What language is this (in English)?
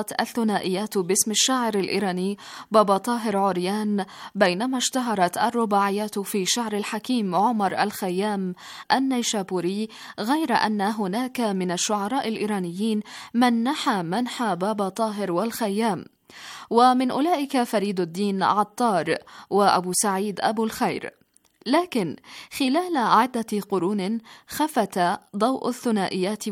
Arabic